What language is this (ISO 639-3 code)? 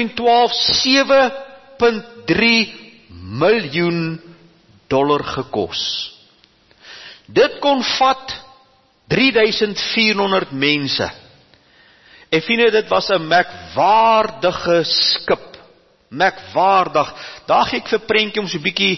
afr